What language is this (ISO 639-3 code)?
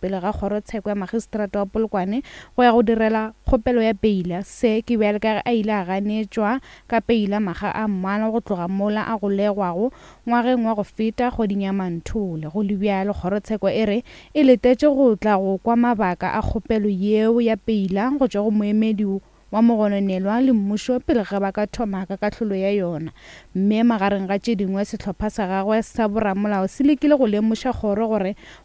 nso